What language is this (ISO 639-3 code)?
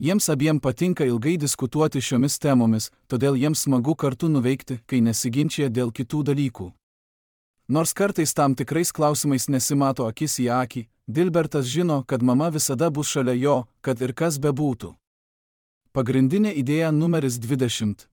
lit